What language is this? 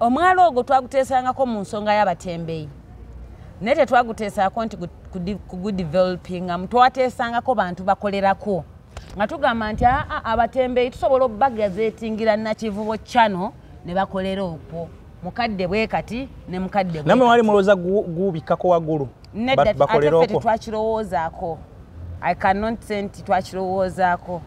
Ganda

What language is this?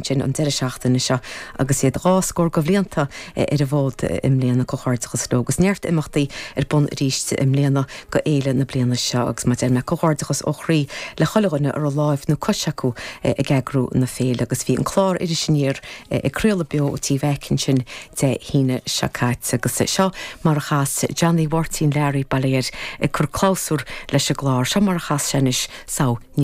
Irish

